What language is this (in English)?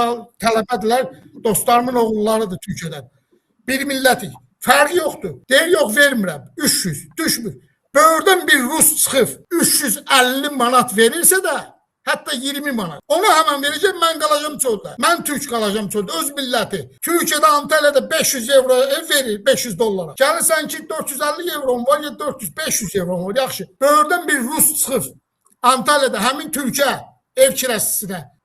Azerbaijani